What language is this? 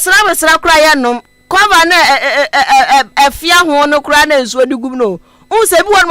Akan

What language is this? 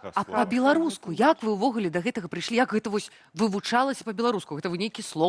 Belarusian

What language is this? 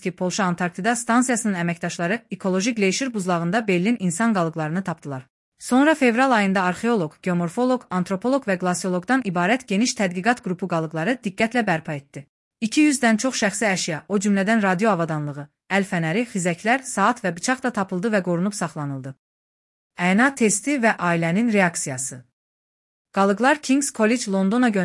Azerbaijani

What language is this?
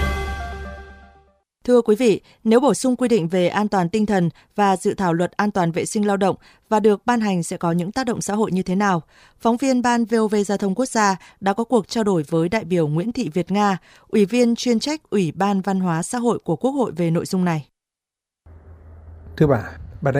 Vietnamese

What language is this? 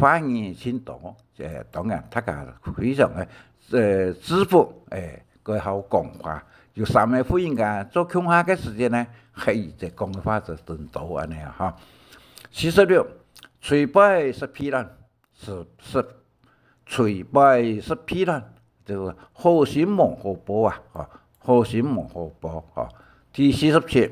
Hakka Chinese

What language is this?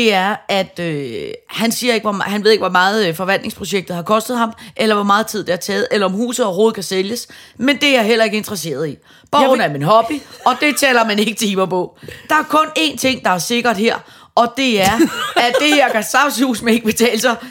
Danish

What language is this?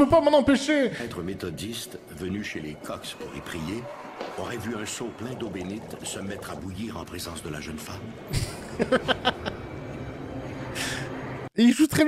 French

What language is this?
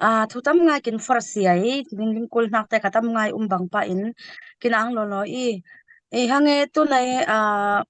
Falam Chin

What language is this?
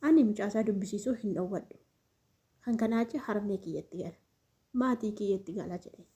Oromo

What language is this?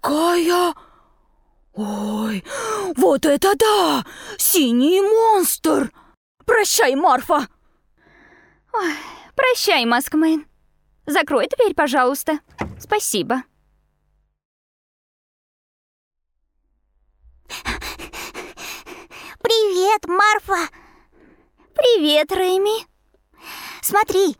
Russian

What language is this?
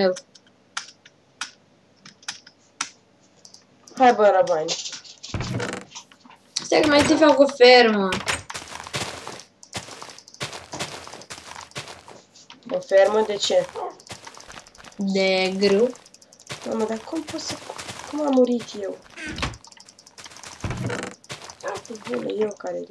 Romanian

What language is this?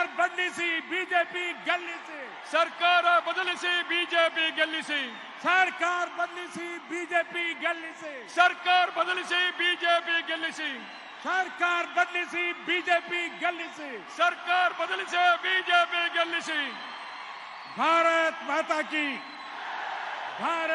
Kannada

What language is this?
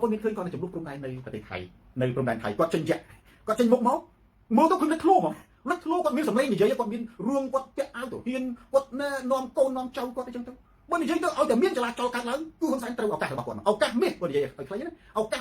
Khmer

